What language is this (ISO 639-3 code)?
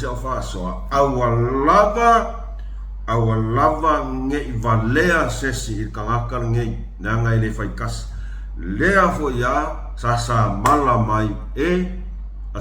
smo